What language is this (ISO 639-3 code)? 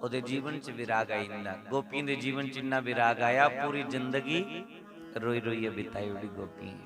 doi